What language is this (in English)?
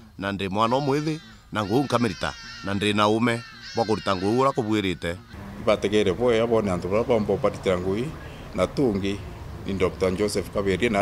Meru